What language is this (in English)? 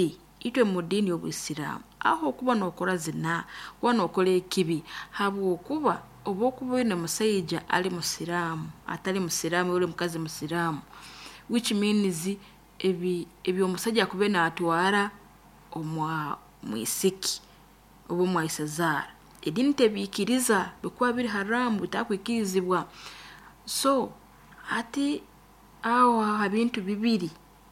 Nyoro